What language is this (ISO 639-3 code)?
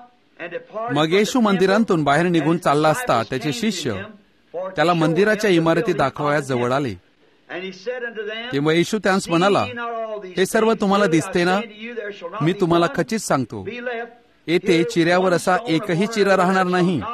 mar